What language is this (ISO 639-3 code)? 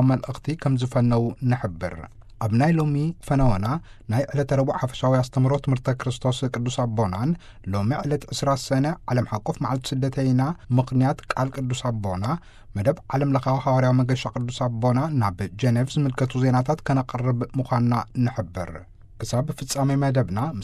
tir